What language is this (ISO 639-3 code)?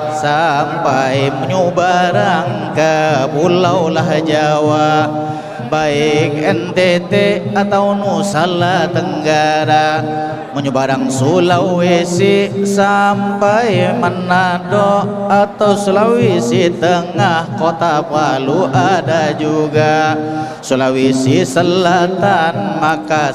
bjn